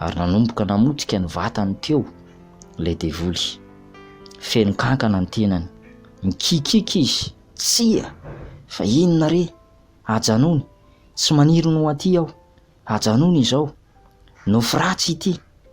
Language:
Malagasy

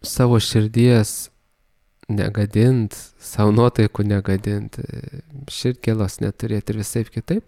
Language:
Lithuanian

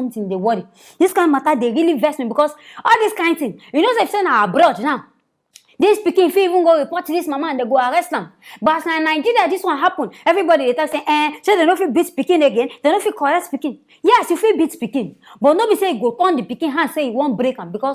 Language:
Nigerian Pidgin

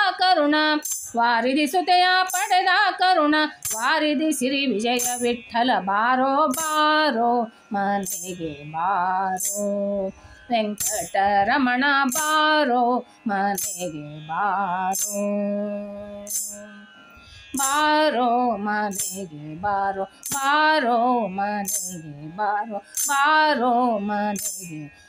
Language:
Kannada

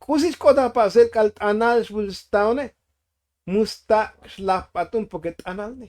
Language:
Tzotzil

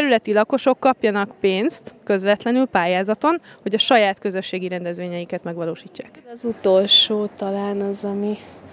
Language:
Hungarian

